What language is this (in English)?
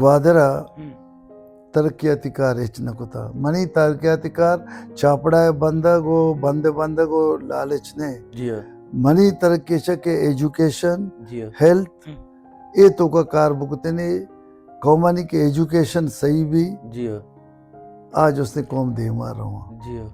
Baluchi